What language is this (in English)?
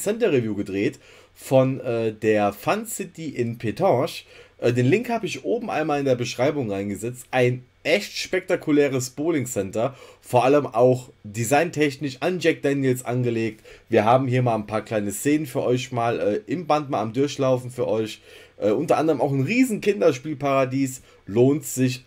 German